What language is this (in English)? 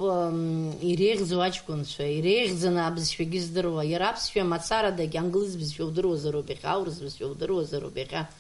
Abkhazian